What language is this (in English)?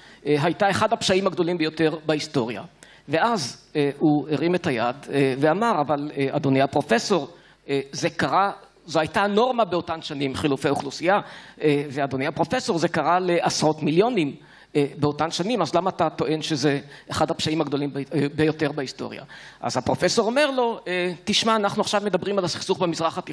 Hebrew